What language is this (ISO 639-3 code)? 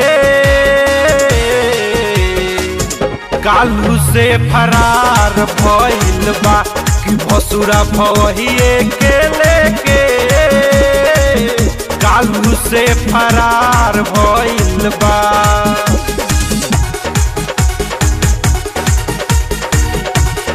bho